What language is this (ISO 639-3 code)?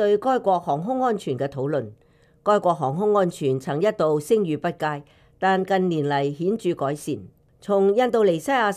yue